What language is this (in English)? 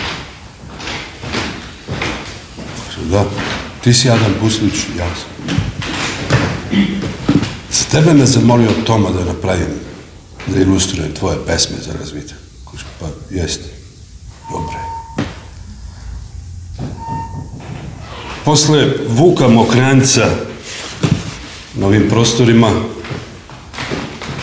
Serbian